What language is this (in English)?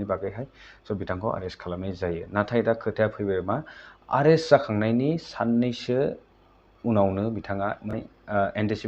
Bodo